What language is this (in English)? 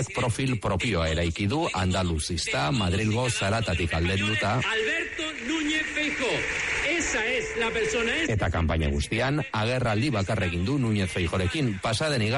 Basque